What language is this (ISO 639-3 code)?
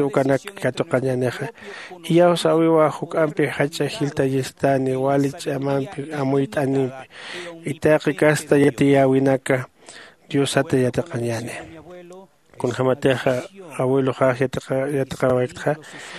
aym